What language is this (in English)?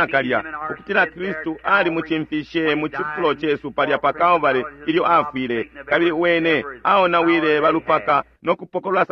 Bemba